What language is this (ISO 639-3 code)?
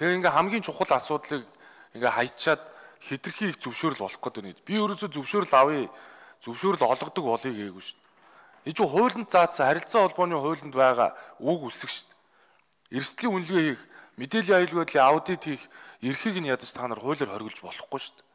mon